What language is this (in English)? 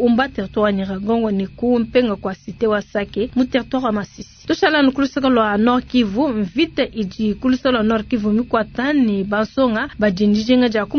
Luba-Lulua